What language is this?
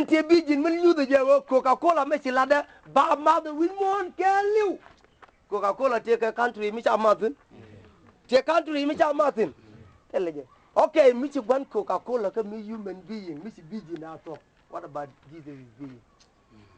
Nuer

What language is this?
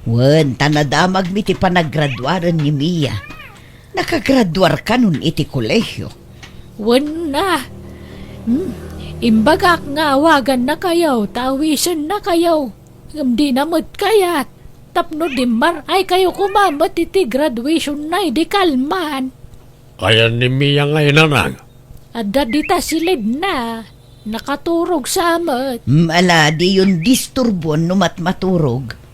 Iloko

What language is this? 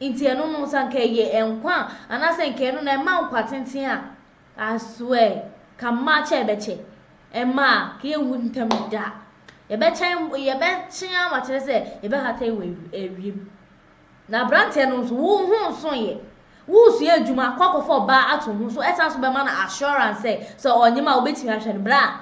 Akan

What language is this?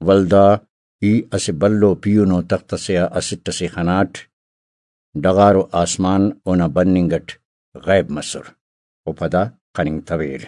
Brahui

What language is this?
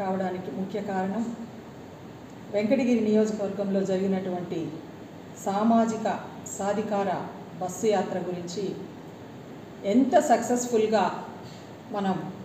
Telugu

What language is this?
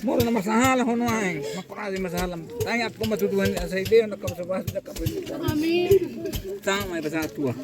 Batak Toba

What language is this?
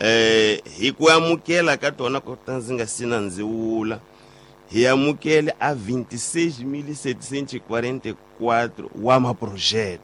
Tsonga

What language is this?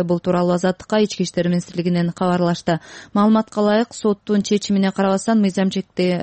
Kyrgyz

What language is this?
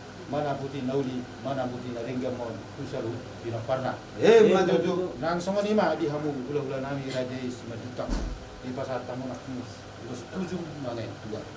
Batak Toba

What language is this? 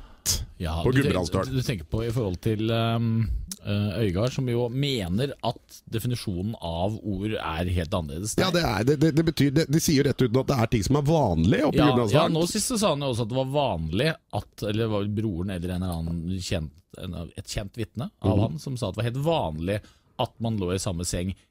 Norwegian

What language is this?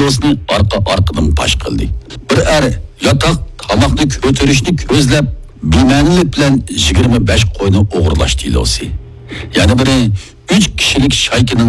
Uyghur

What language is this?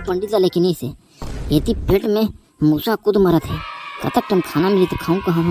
Chhattisgarhi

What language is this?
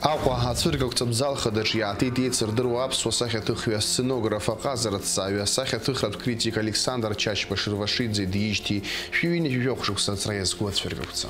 Abkhazian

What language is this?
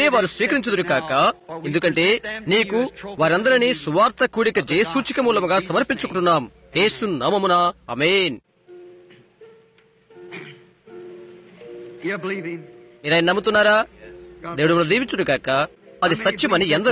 Telugu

